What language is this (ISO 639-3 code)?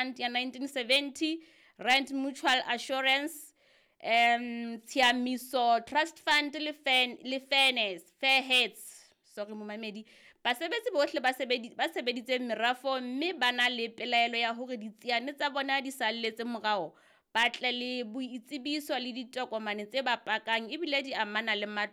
sot